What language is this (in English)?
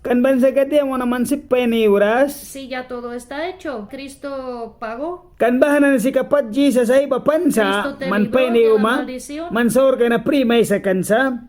Mískito